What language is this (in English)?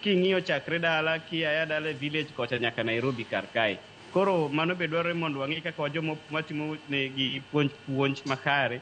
Luo (Kenya and Tanzania)